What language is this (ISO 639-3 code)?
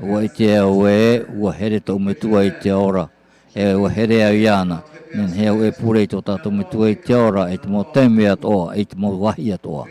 tah